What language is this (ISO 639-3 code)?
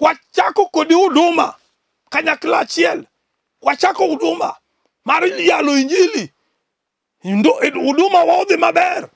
luo